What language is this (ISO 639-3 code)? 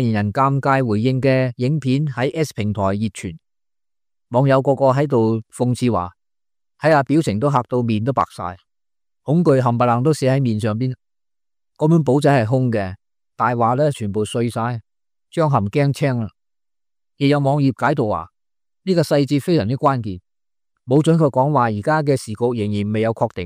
yue